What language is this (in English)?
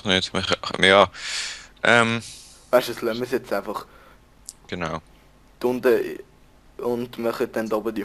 Swiss German